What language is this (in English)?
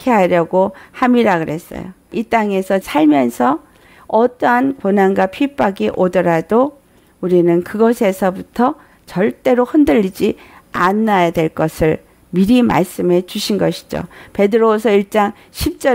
Korean